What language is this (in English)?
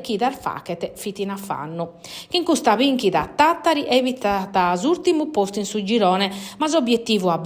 Sardinian